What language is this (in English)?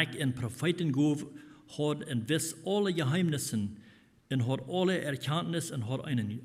Plautdietsch